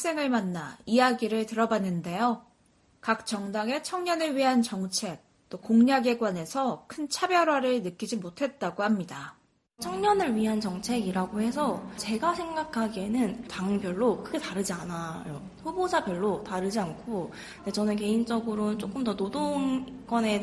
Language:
Korean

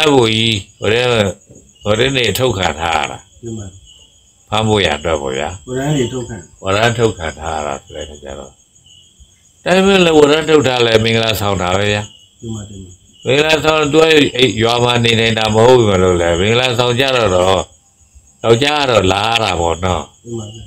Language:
Burmese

